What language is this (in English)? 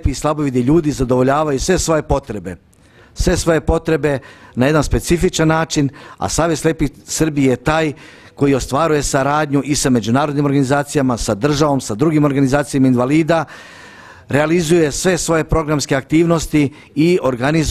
Serbian